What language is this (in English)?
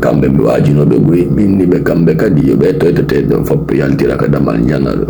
Fula